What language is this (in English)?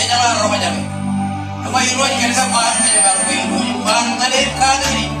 Marshallese